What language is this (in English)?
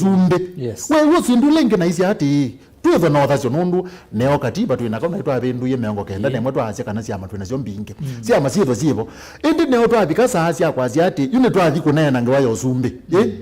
Kamba